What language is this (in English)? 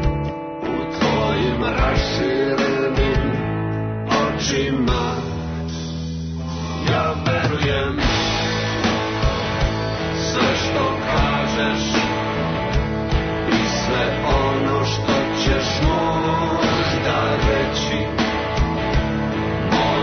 Serbian